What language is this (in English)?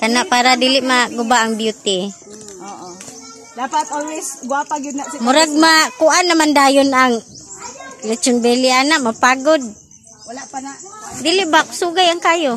Cebuano